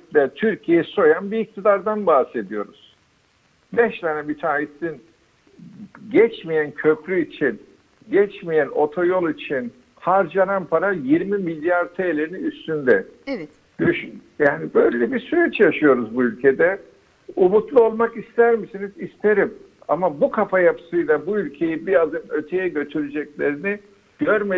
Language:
Turkish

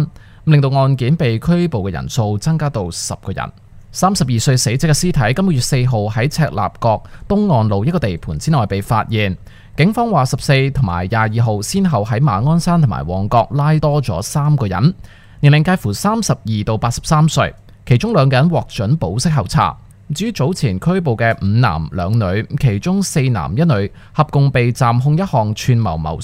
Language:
Cantonese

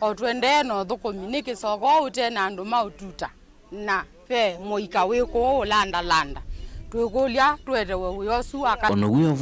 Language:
Kamba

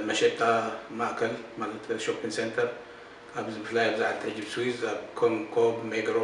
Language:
Tigrinya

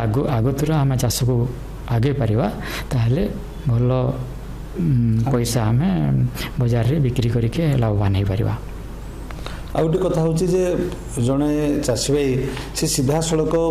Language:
Odia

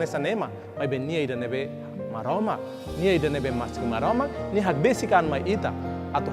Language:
Tetum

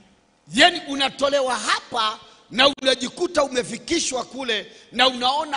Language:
Swahili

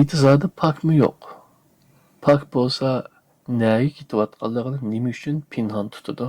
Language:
Uyghur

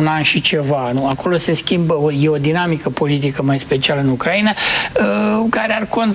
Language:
Romanian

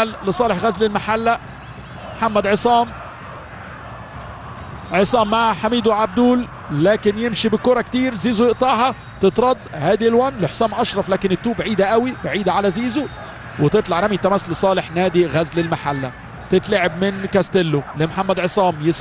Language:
Egyptian Arabic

